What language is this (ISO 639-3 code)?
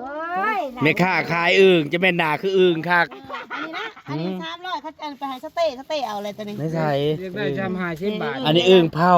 tts